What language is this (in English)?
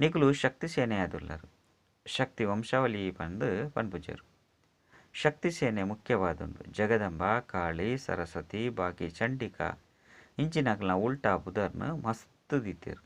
Tulu